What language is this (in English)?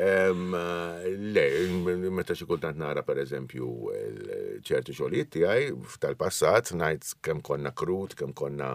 Maltese